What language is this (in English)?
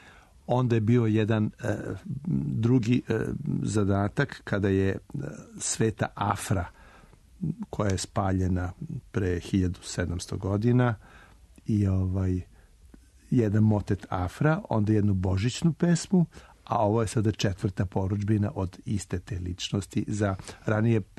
Serbian